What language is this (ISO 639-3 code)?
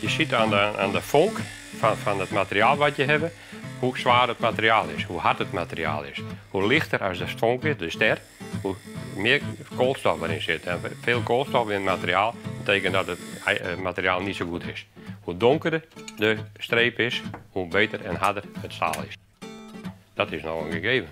fry